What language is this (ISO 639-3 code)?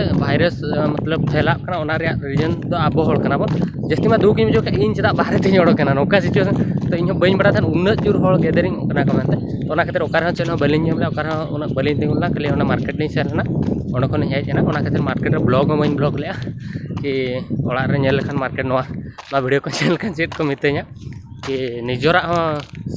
sat